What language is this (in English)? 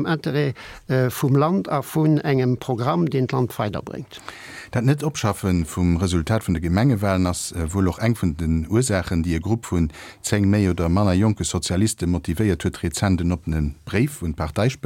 Luxembourgish